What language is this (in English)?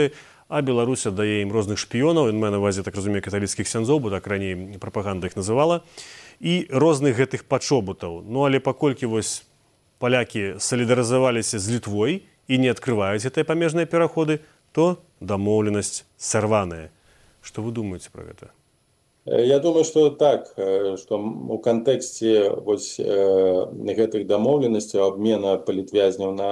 Belarusian